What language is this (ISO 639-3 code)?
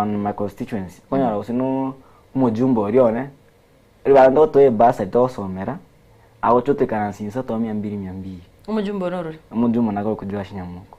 guz